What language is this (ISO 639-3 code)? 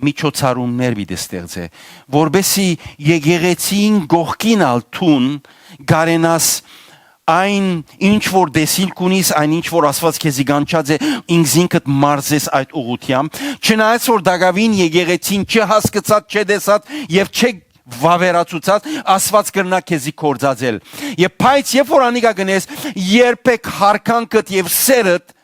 hyw